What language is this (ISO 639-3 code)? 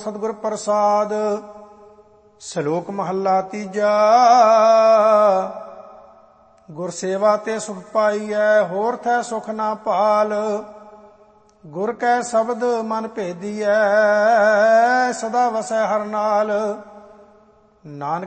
pan